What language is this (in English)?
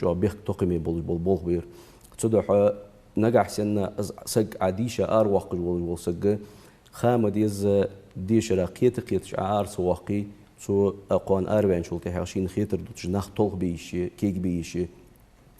Ingush